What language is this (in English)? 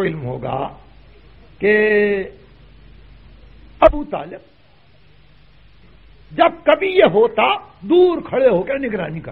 Urdu